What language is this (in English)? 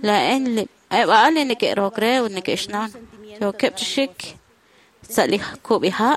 Kekchí